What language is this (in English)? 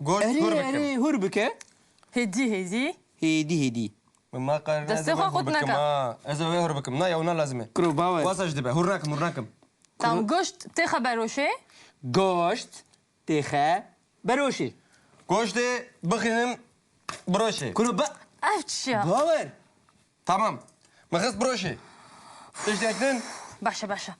Kurdish